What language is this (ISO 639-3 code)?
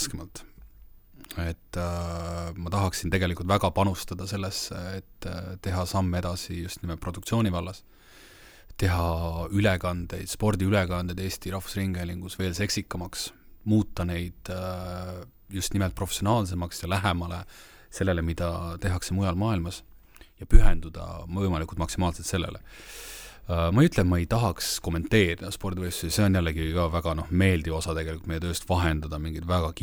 est